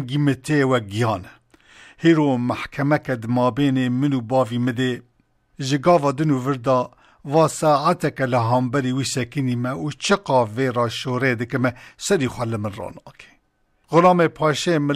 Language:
Kurdish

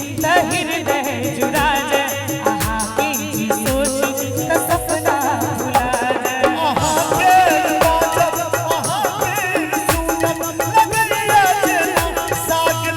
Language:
Maithili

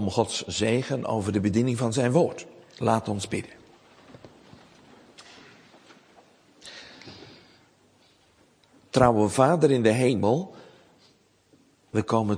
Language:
Dutch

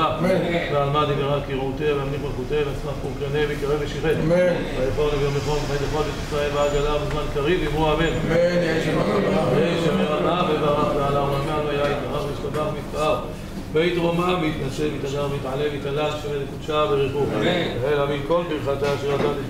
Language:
Hebrew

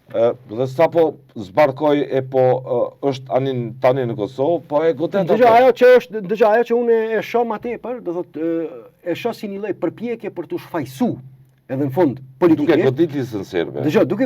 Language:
Albanian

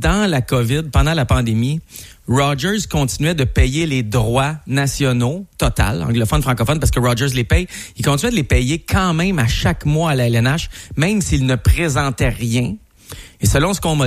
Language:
French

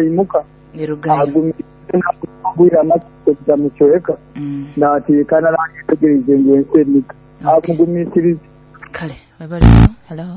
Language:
Nyoro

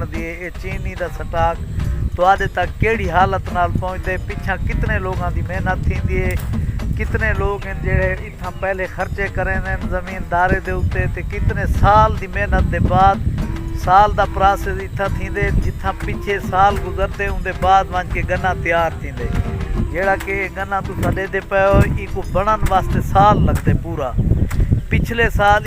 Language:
Saraiki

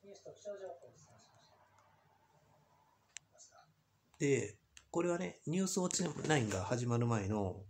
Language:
Japanese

